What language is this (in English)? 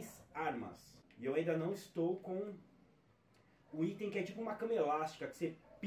Portuguese